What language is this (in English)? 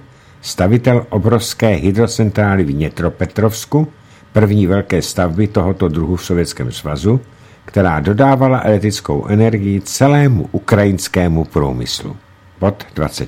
Czech